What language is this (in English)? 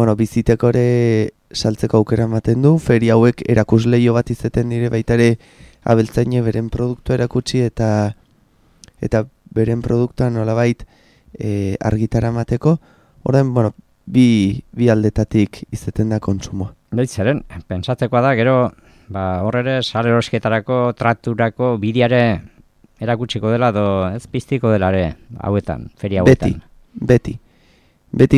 Basque